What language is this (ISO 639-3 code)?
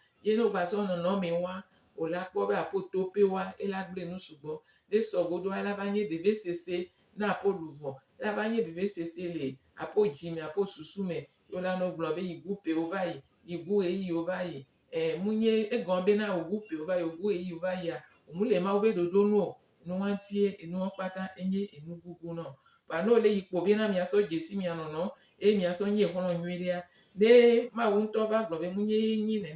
gej